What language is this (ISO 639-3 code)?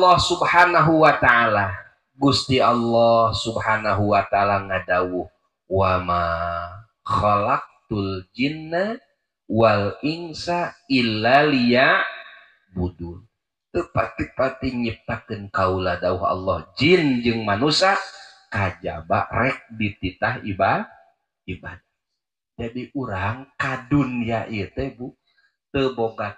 sun